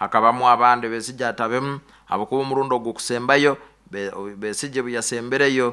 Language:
Nyoro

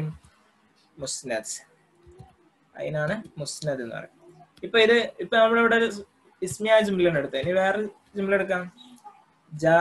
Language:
Malayalam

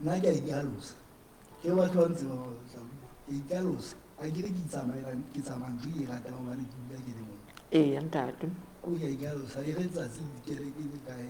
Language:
Southern Sotho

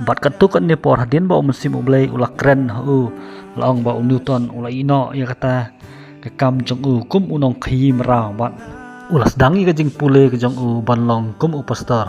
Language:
Khasi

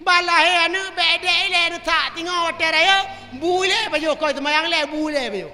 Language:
Achinese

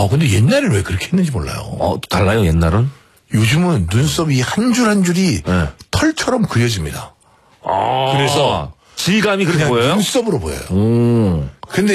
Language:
Korean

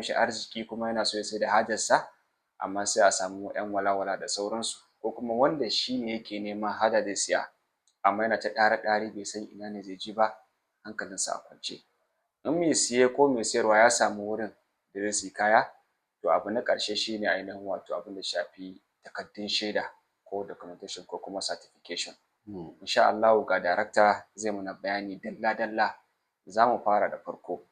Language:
Hausa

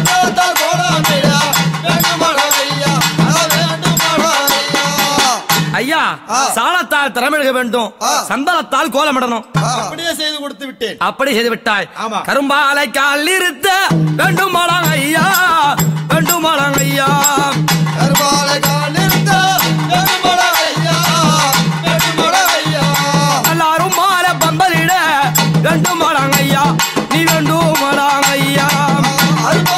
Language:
Tamil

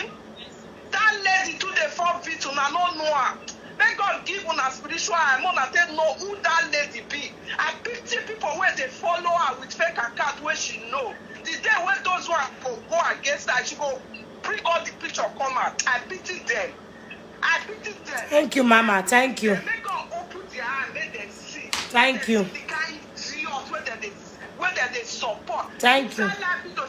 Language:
Nigerian Pidgin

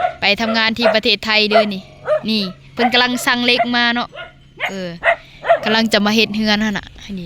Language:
Lao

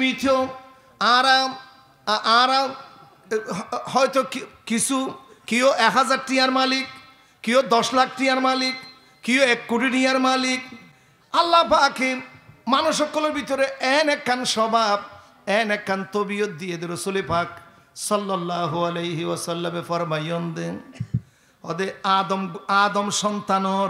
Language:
Rohingya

